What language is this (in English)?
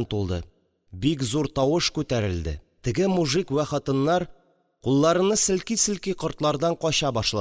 Tatar